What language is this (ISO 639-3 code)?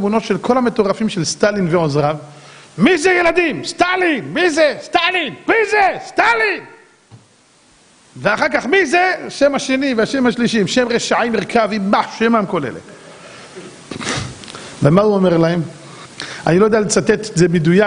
heb